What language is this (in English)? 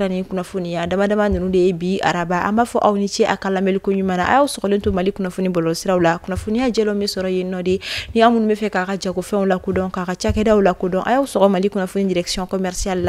Bambara